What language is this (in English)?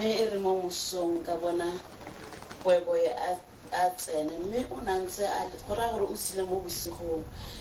Tswana